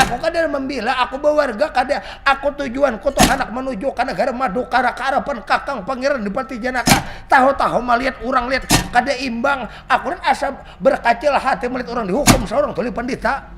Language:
Banjar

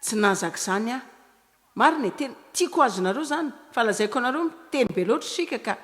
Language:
Malagasy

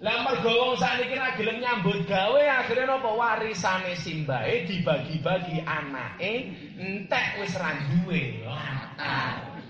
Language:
Javanese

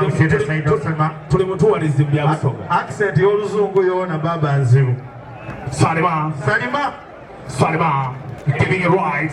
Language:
Soga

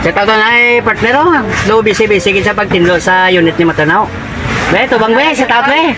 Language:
Hiligaynon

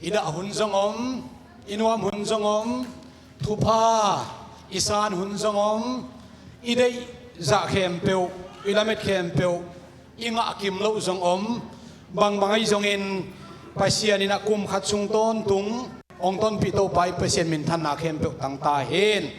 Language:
Tedim Chin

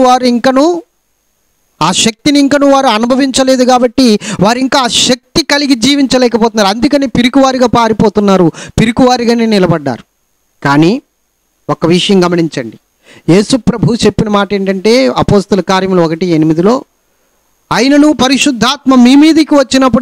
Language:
Telugu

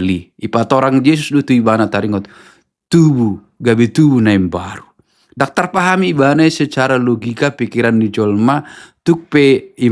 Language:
Batak Toba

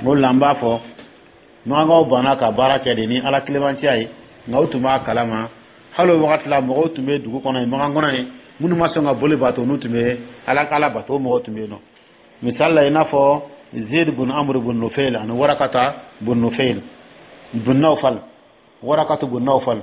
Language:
Dyula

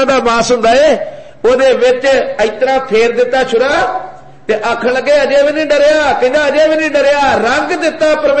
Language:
Punjabi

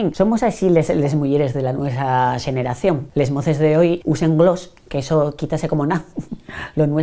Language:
Asturian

